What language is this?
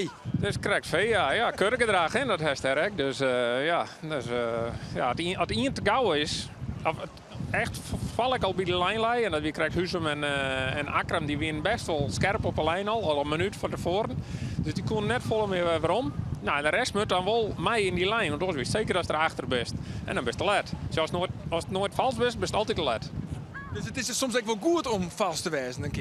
Western Frisian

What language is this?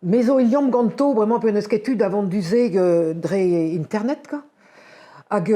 Breton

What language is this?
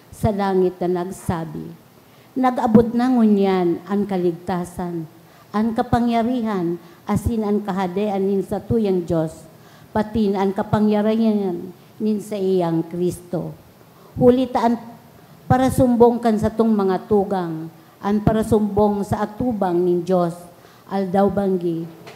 Bikol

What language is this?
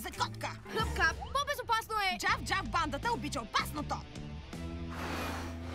Bulgarian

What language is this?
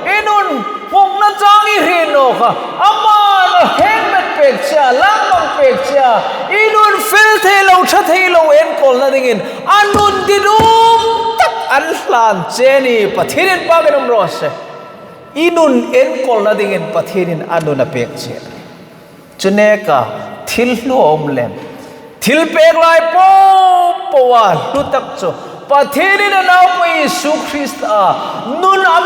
Hmar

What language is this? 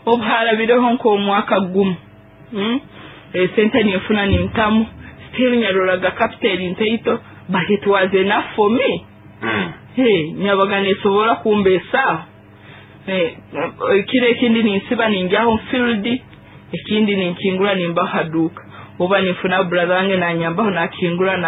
Nyoro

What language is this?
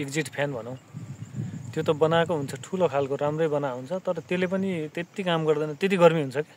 Nepali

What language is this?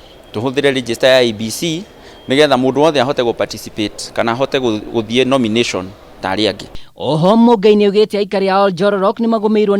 Kikuyu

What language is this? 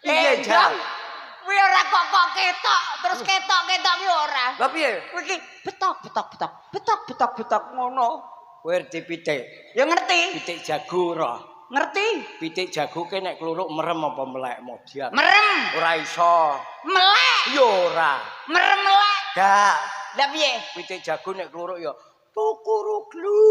Javanese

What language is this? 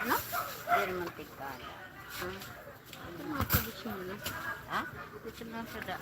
Waray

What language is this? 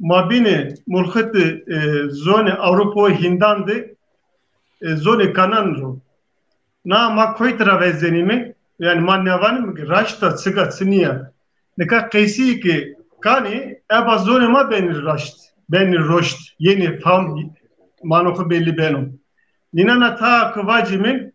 Zaza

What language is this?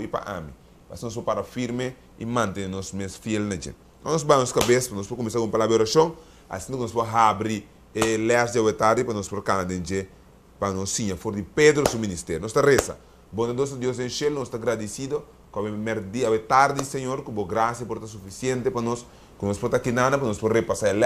Papiamento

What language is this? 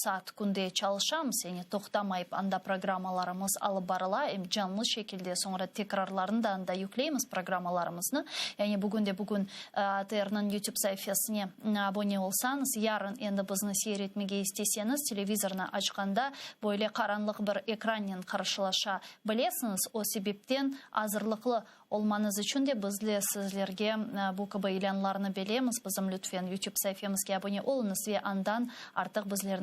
Crimean Tatar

